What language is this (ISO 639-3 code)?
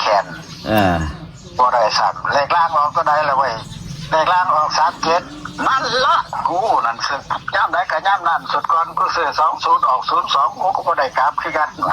tts